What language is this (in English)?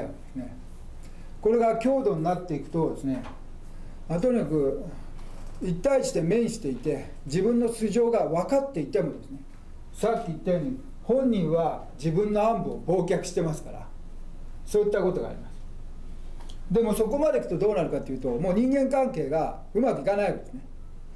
Japanese